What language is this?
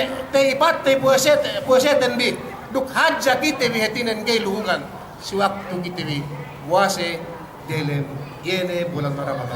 Yakan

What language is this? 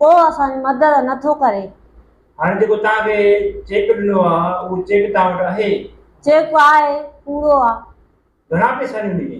Sindhi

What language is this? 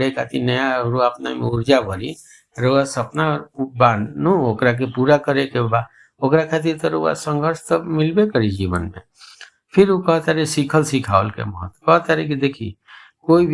Bhojpuri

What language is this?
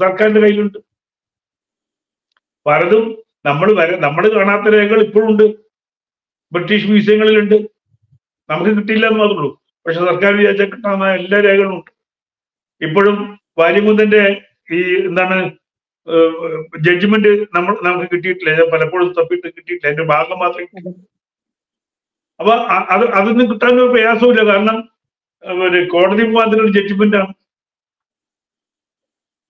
Malayalam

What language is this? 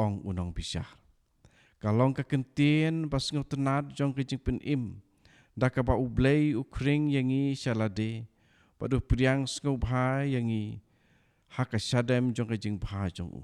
Khasi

